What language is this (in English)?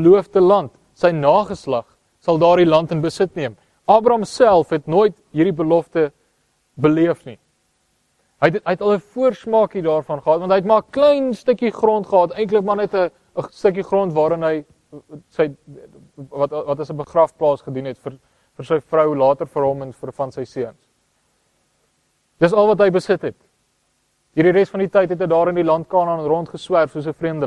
Afrikaans